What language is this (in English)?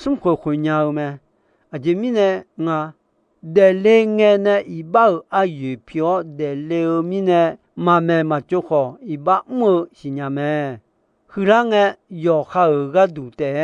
Akha